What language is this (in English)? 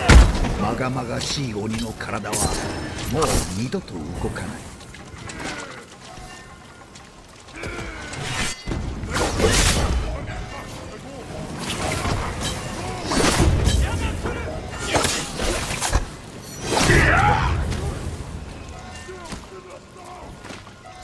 Japanese